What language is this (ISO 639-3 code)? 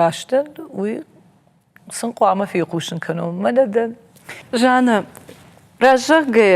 oss